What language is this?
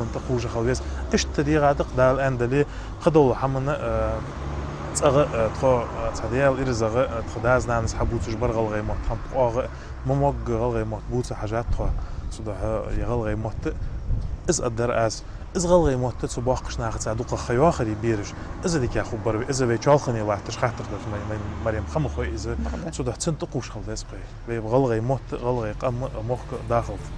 Ingush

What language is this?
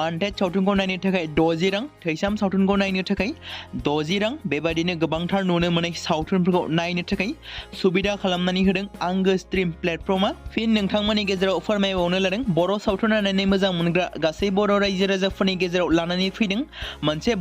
Bodo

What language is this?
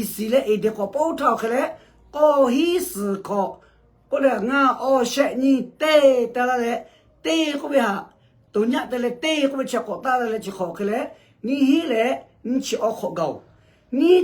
Lahu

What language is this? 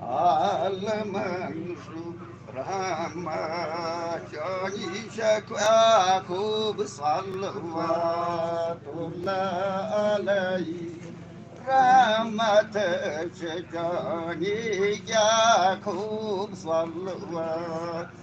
Kashmiri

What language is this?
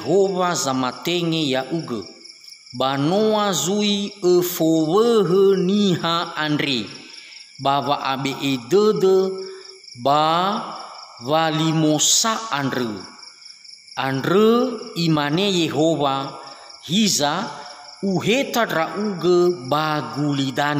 Nias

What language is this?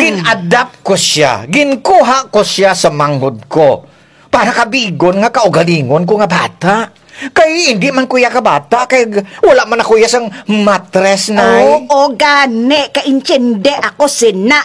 Hiligaynon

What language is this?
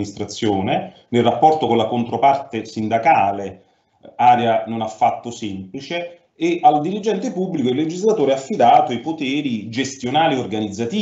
Italian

